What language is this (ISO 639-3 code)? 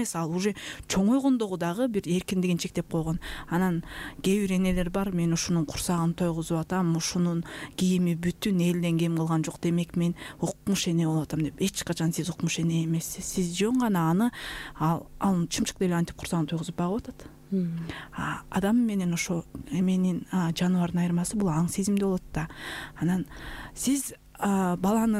kir